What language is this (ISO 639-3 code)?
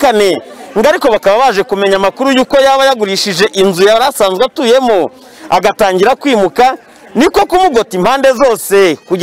kin